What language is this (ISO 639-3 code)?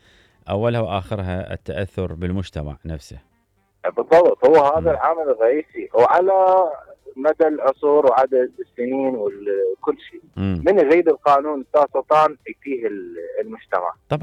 acm